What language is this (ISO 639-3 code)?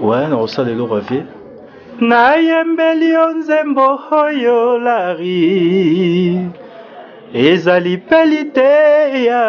lin